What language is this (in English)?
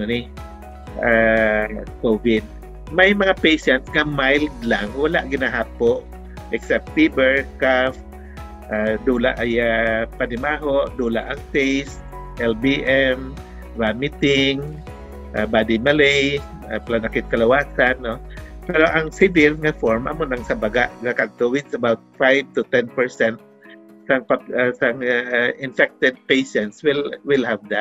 Hiligaynon